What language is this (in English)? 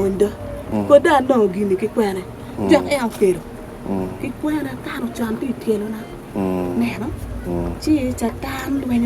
Acoli